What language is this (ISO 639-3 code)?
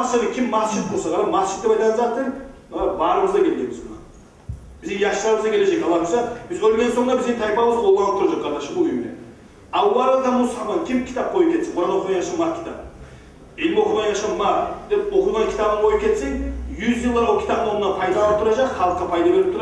kum